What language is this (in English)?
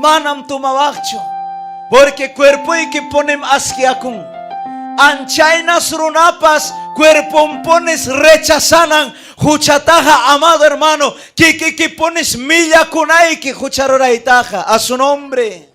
Ayacucho Quechua